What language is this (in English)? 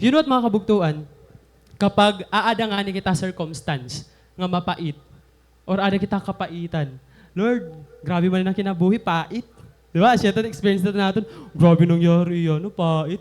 Waray